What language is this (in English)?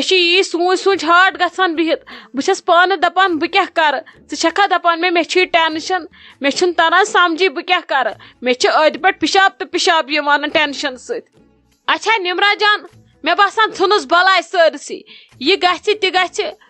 Kashmiri